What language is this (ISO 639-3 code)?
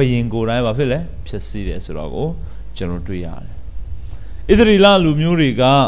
mya